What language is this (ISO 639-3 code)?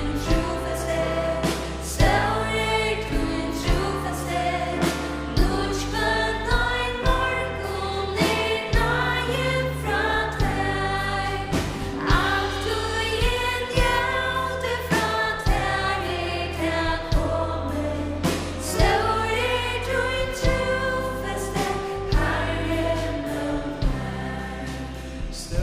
fao